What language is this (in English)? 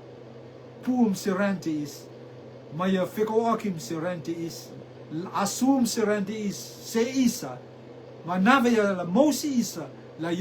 Rotuman